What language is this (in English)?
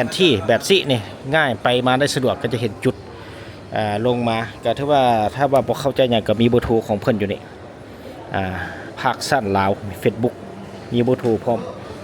Lao